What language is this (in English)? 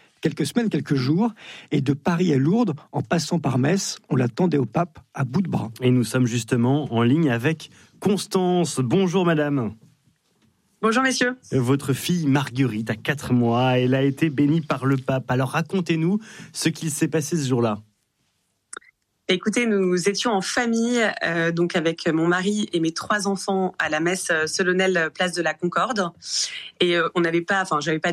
French